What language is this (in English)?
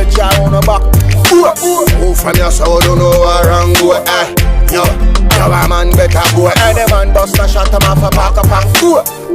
Jamaican Creole English